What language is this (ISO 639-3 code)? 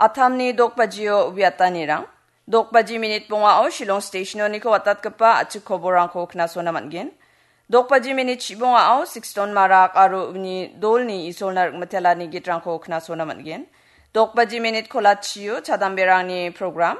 grt